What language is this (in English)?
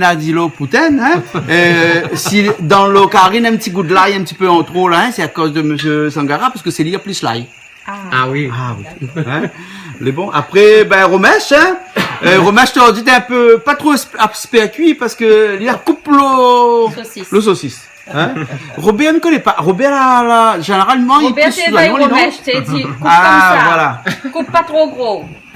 Réunion Creole French